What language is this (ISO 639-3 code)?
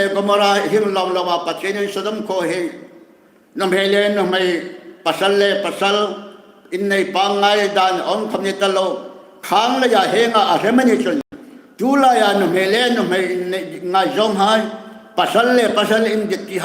hmr